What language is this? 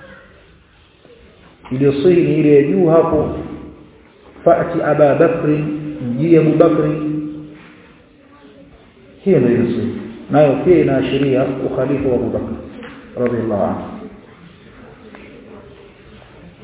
Swahili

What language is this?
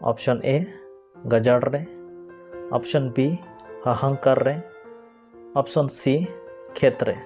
Santali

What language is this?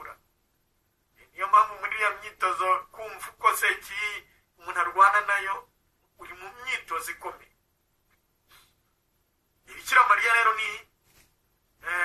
Kinyarwanda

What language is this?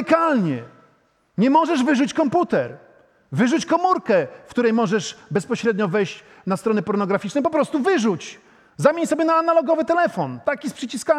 Polish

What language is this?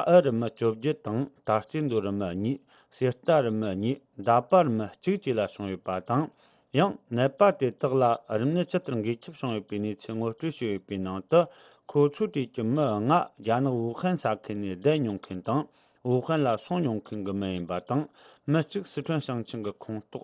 Tibetan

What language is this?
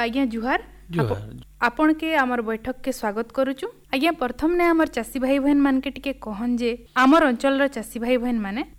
Odia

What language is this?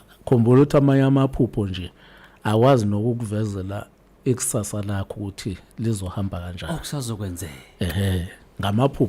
Zulu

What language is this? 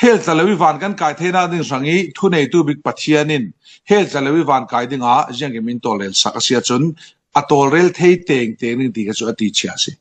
Falam Chin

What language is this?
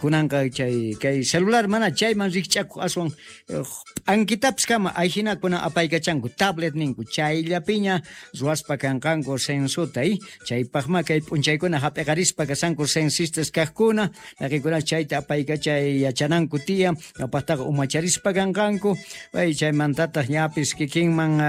South Bolivian Quechua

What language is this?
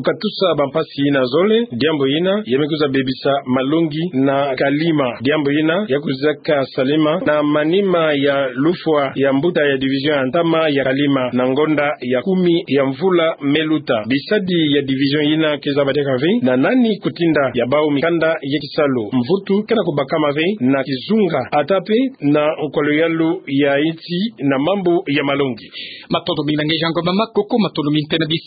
Kituba (Democratic Republic of Congo)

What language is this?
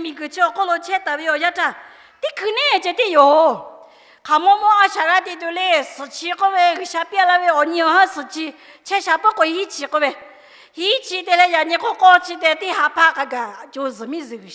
Lahu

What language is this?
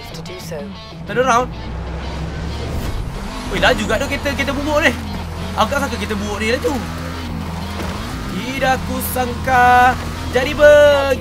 Malay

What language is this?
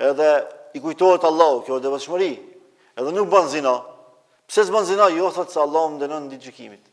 Albanian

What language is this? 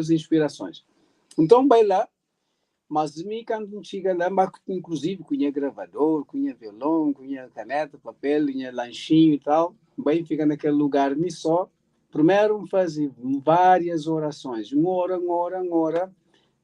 Kabuverdianu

